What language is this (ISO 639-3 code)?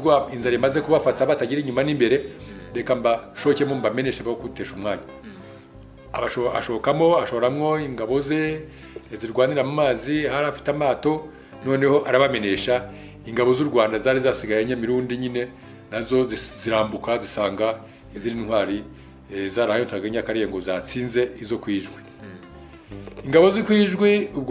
kin